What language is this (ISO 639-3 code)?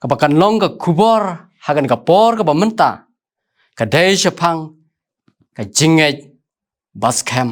kha